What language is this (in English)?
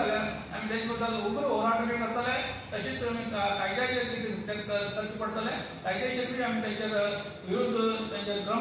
Konkani